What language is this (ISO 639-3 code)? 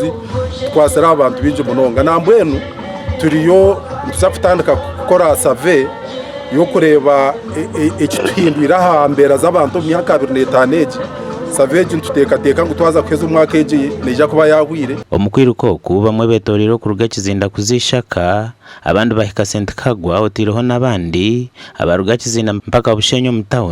nyn